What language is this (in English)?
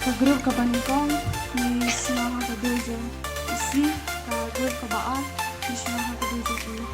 Khasi